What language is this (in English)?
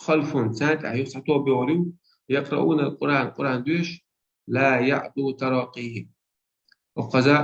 Chechen